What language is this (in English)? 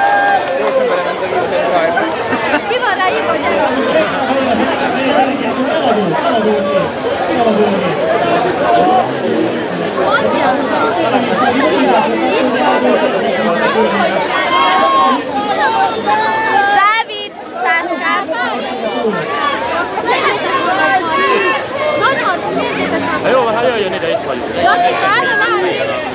Hungarian